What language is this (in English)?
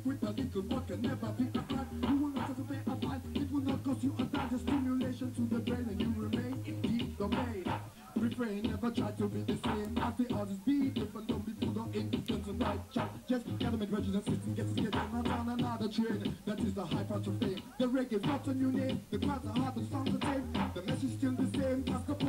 English